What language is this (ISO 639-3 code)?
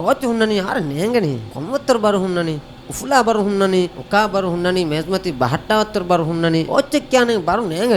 div